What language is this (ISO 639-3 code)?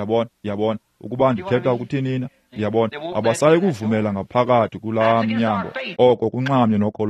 xho